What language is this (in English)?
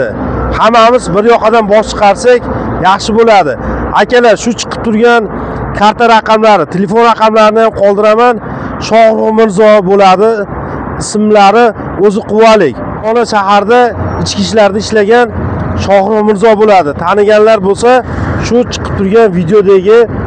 Uzbek